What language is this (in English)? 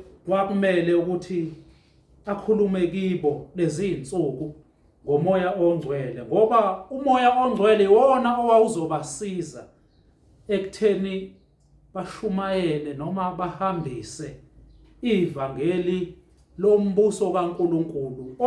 Zulu